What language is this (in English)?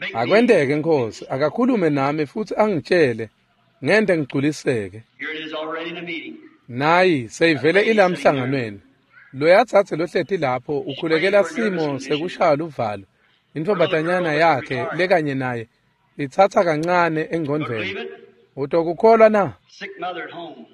Swati